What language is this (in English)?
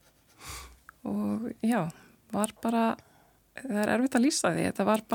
Icelandic